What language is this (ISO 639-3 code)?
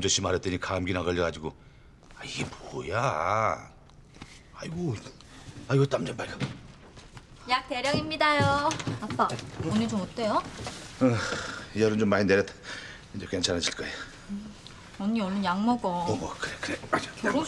kor